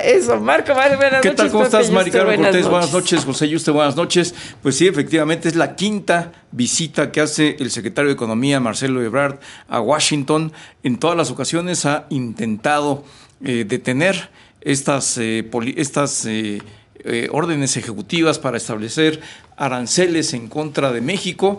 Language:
Spanish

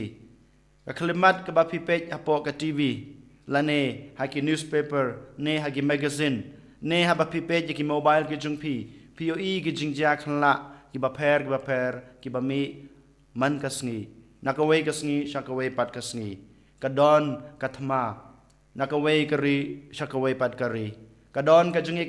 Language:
Khasi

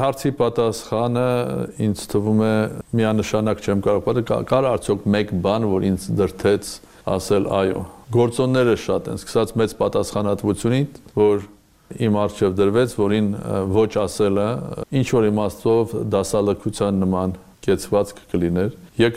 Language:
Armenian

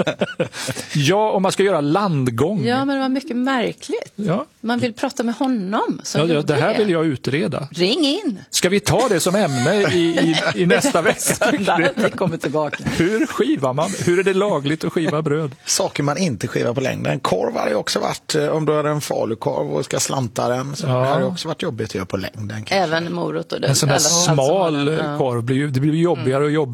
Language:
Swedish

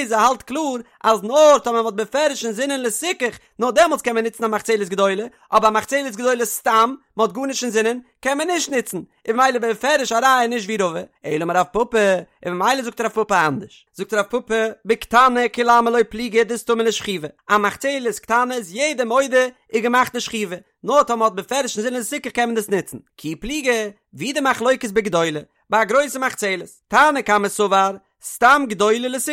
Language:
Yiddish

